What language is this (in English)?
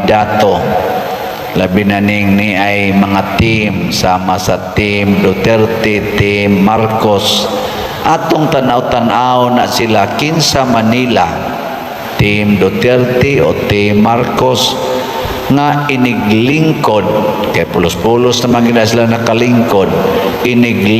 Cebuano